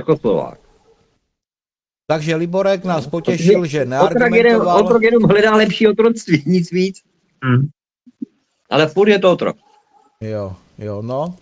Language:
Czech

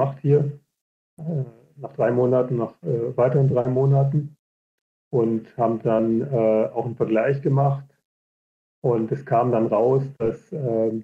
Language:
German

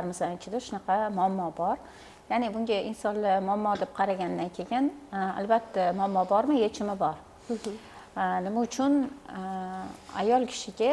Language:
Uzbek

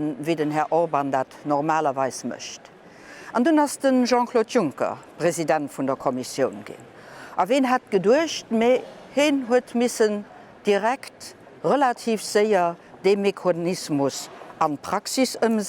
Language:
Luxembourgish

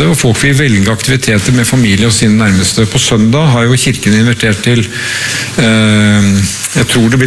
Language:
Norwegian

